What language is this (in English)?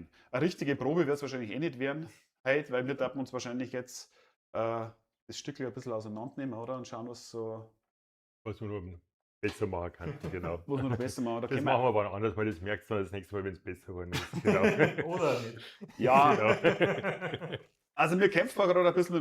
Bavarian